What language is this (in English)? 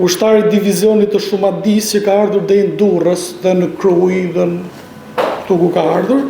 Albanian